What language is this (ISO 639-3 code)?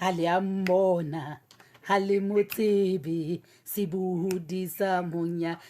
sot